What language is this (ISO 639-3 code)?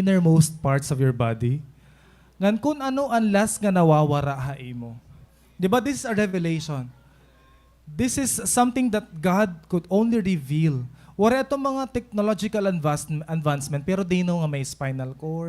war